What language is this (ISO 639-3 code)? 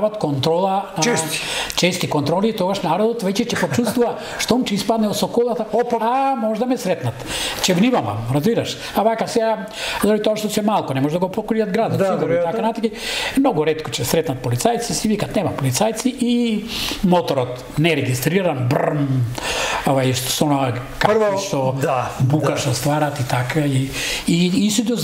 mkd